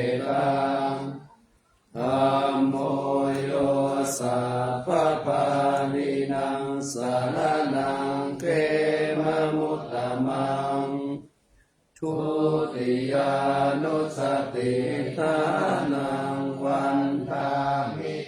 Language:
Pali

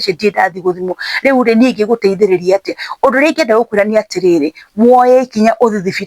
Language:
Kikuyu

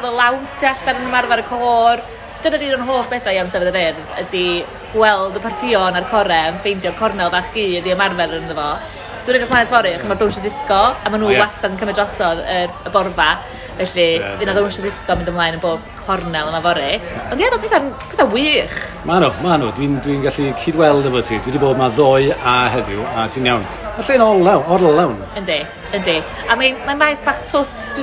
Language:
Welsh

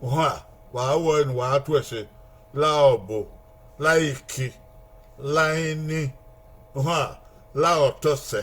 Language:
Bini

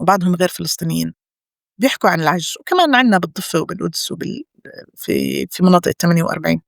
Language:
North Levantine Arabic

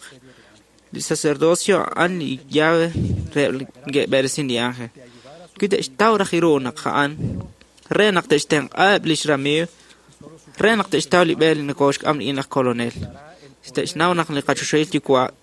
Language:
Kekchí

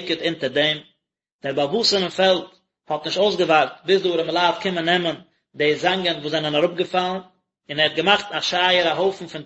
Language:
Yiddish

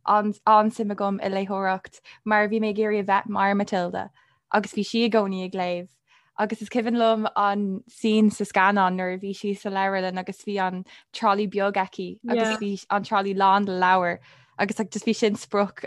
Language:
Irish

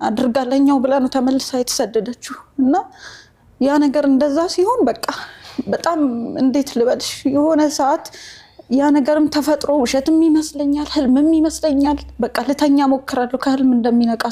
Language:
Amharic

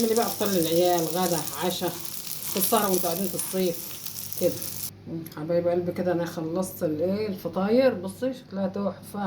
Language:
Egyptian Arabic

